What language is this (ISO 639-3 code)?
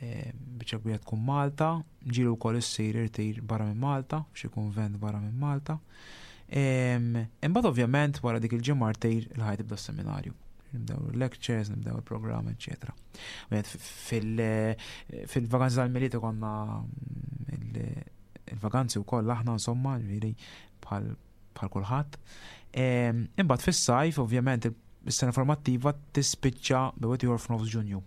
mlt